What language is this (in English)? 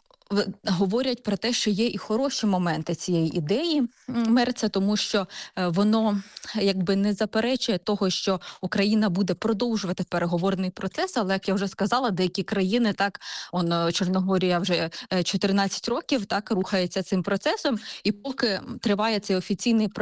Ukrainian